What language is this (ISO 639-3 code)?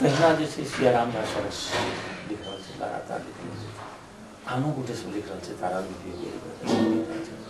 mai